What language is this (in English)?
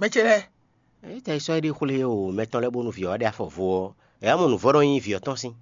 Fon